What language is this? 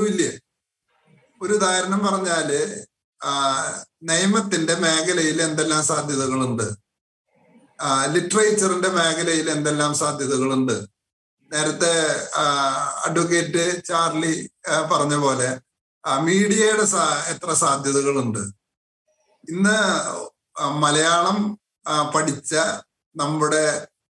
Malayalam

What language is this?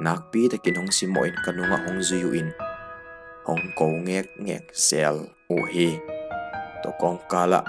Tedim Chin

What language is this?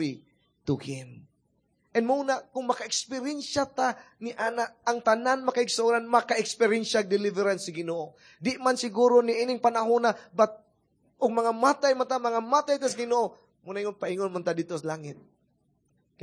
Cebuano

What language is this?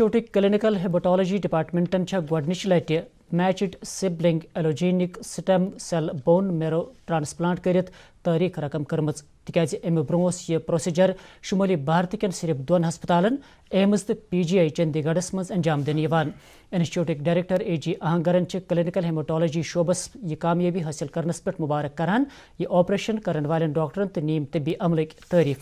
Kashmiri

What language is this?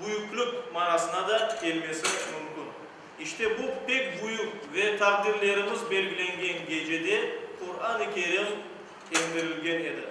Crimean Tatar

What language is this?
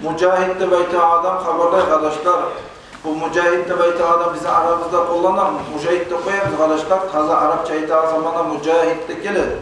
Kumyk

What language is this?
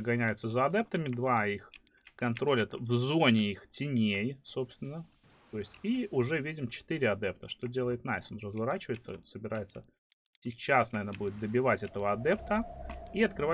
Russian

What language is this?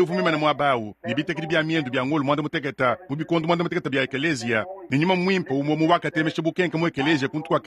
Luba-Lulua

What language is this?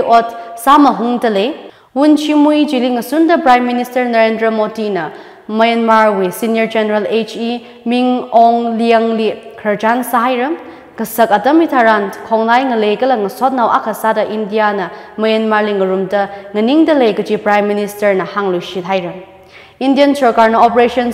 Tangkhul Naga (India)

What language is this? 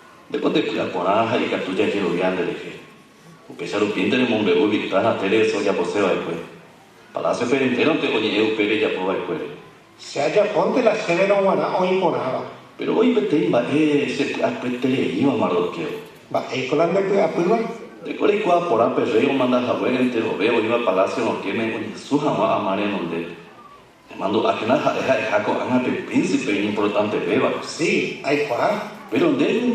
Guarani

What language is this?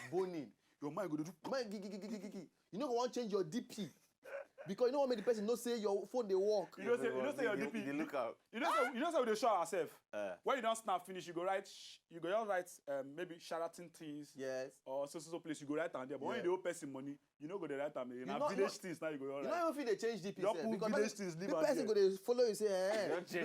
Nigerian Pidgin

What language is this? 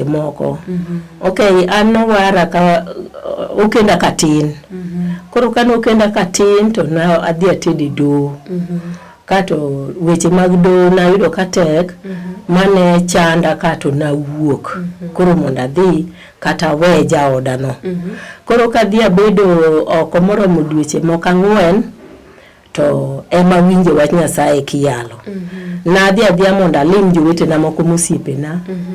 Luo (Kenya and Tanzania)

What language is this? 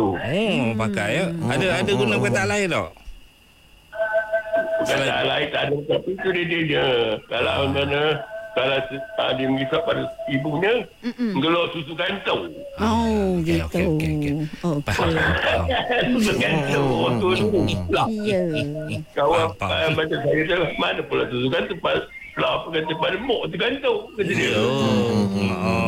Malay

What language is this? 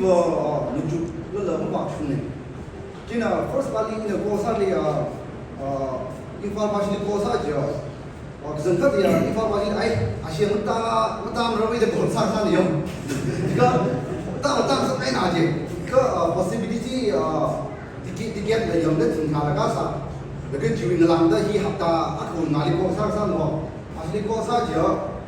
Tangkhul Naga (India)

